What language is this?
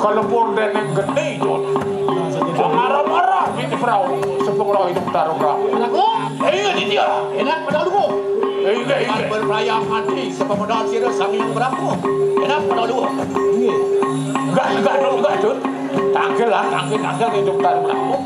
Balinese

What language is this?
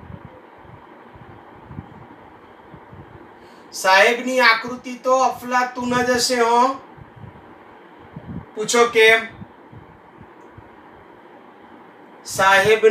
Gujarati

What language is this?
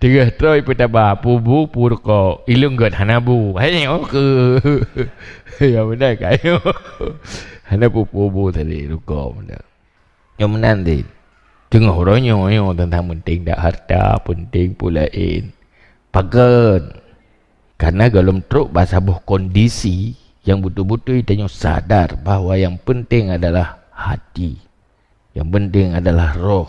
Achinese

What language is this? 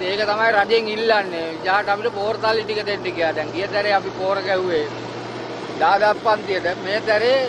Sinhala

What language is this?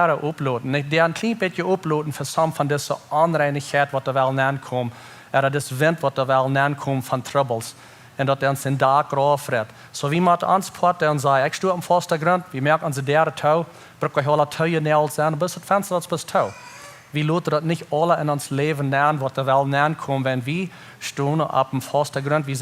Plautdietsch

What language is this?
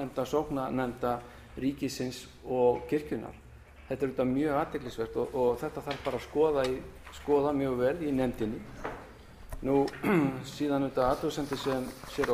Icelandic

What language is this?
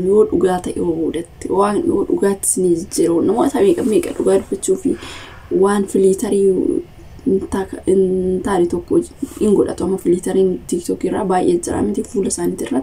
Oromo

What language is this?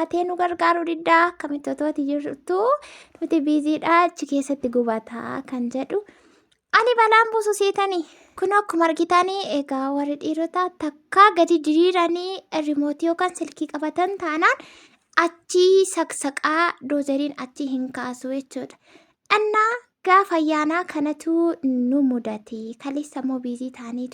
Oromo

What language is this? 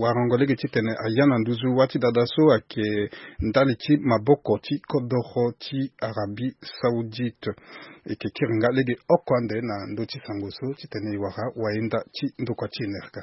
Sango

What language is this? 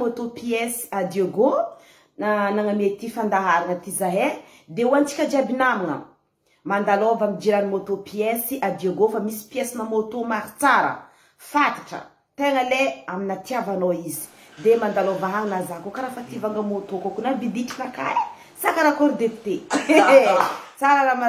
Malagasy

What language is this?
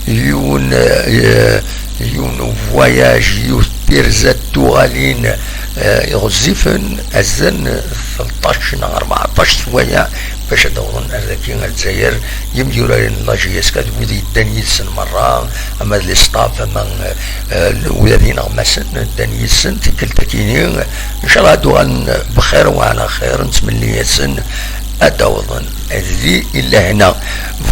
Kabyle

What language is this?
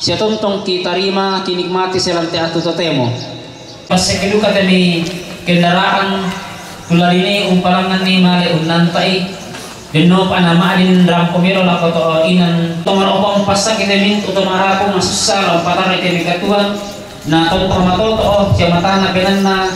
Toraja-Sa'dan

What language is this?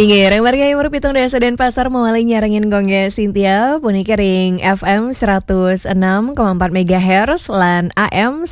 Balinese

